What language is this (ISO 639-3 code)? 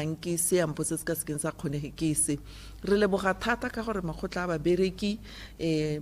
tsn